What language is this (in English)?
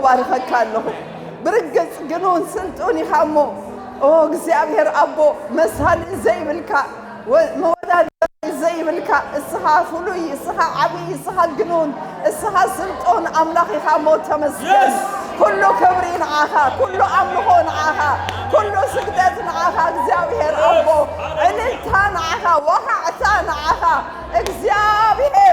Tigrinya